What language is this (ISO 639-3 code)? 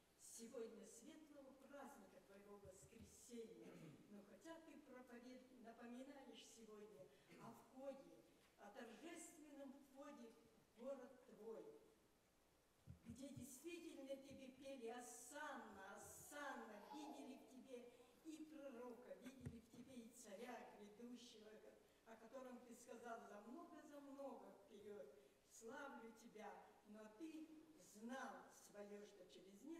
rus